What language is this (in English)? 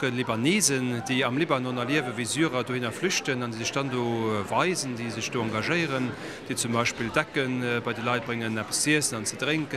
Luxembourgish